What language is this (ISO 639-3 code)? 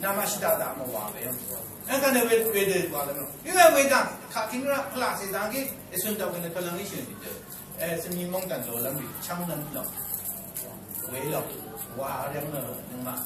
raw